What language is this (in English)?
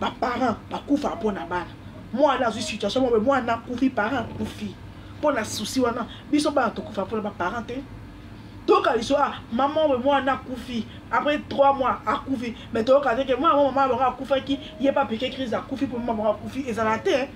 Lingala